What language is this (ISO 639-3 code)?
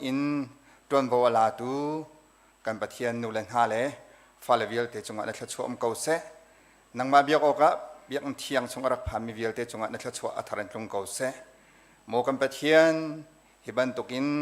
cnh